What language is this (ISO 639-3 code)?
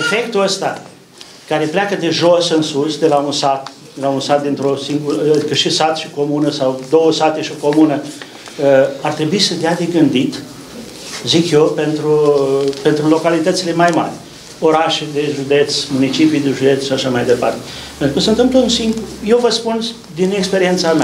ron